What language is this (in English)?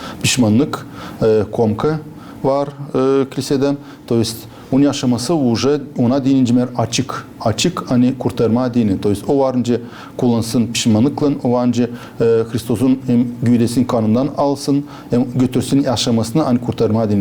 Gagauz